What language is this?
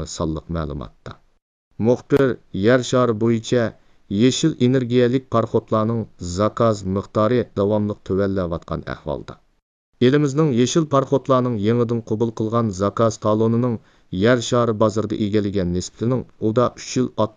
Uyghur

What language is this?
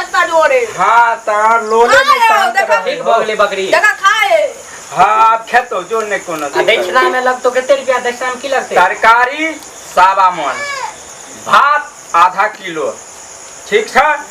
Maithili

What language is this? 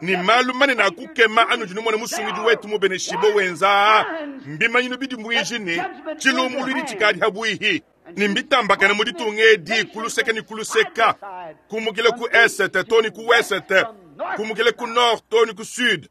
Luba-Lulua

